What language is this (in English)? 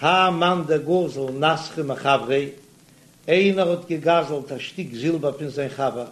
Yiddish